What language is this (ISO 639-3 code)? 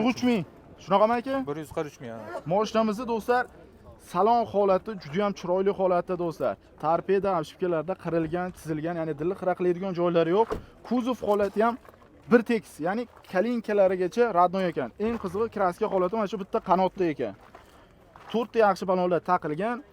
uzb